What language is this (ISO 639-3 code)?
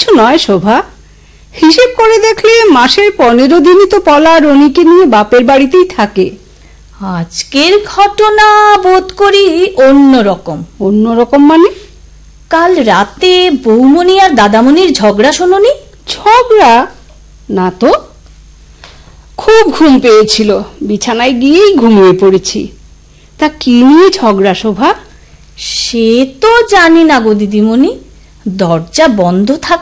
ben